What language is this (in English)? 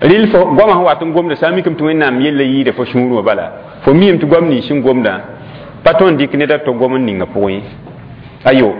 Mossi